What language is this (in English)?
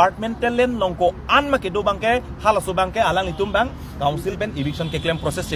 Karbi